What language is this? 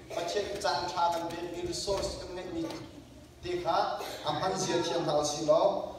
Hakha Chin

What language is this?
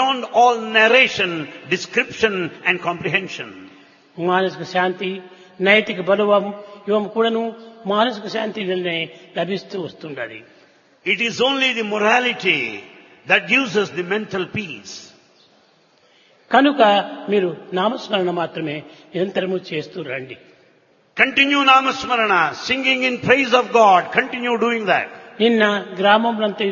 Telugu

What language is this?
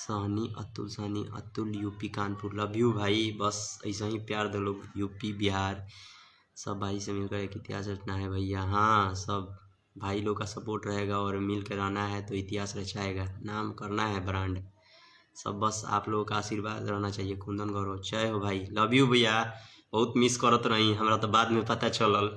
Bhojpuri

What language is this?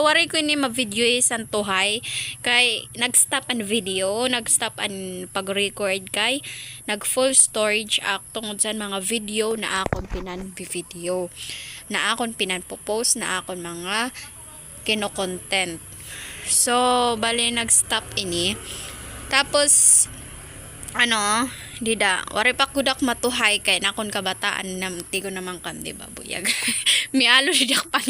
Waray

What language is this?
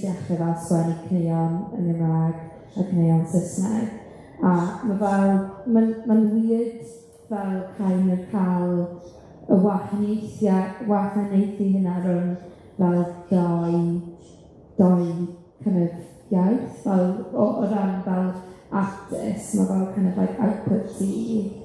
Welsh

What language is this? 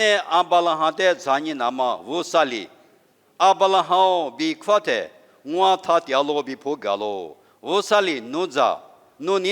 Lisu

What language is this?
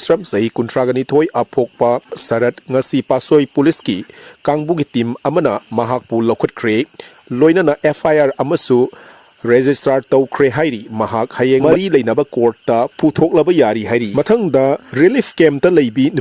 Manipuri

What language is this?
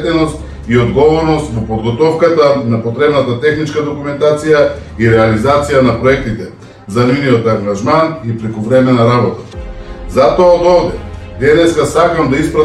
Macedonian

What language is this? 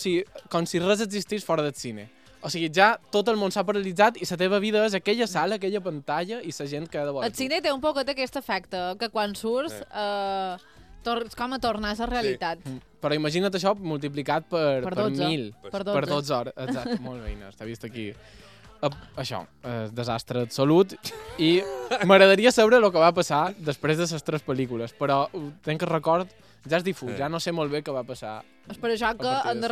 Catalan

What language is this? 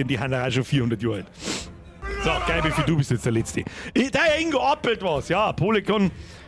Bavarian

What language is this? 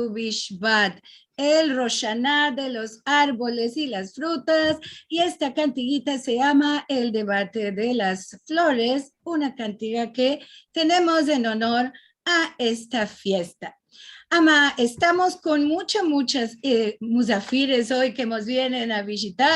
Ladino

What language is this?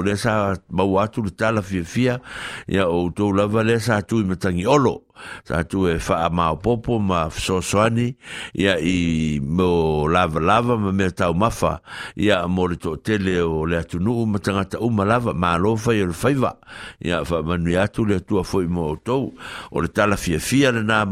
Samoan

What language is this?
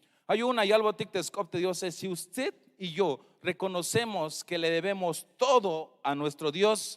Tzeltal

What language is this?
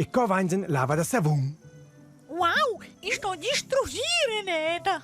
Romansh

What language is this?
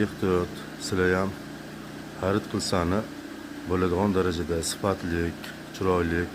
Uzbek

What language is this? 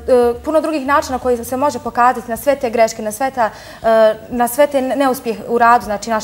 Bosnian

